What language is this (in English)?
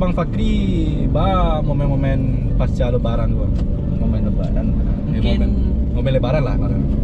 Minangkabau